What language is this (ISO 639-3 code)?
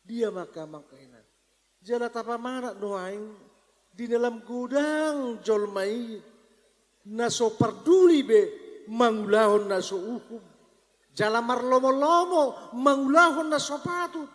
bbc